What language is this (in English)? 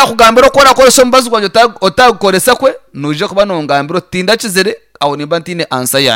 Nyankole